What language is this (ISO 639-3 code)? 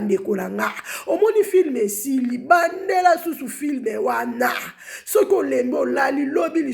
lin